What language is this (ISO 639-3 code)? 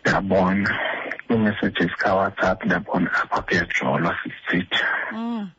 xho